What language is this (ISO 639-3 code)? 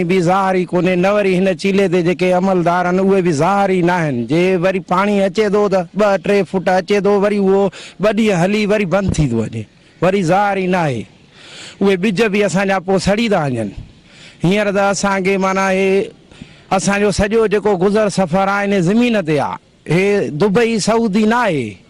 snd